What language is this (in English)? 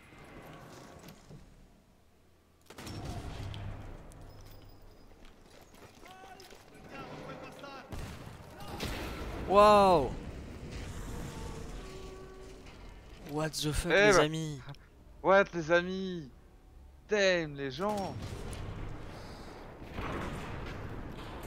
French